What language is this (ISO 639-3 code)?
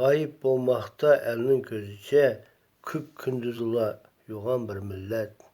uig